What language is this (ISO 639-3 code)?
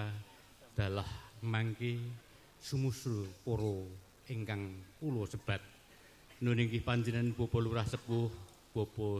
jav